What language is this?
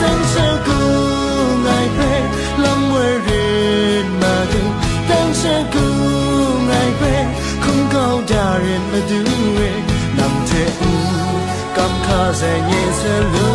Kachin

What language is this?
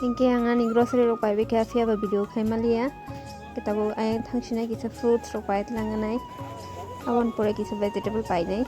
Kok Borok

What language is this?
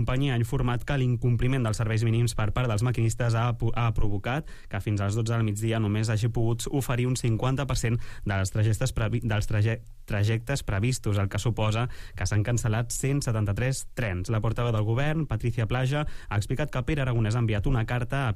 Catalan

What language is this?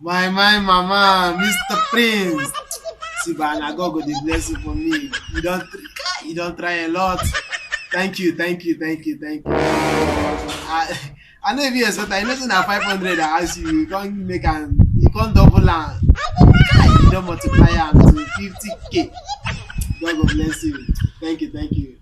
Nigerian Pidgin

